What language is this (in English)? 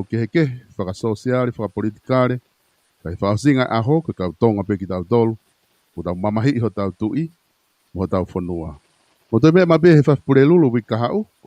Tongan